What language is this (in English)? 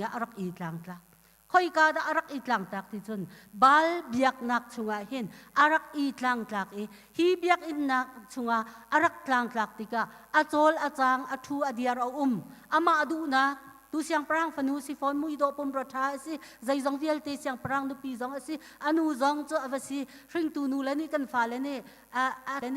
Hakha Chin